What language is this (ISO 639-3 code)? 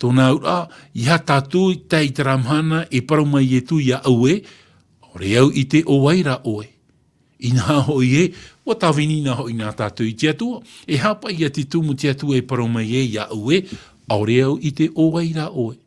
tah